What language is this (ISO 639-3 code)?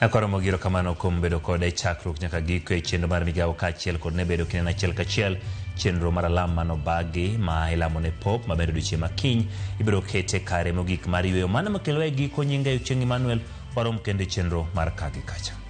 luo